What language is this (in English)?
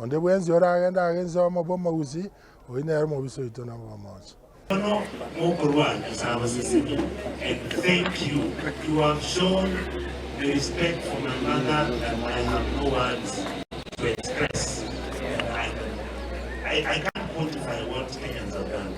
Gusii